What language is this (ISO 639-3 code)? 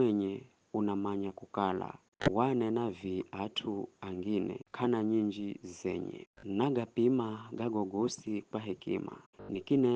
nyf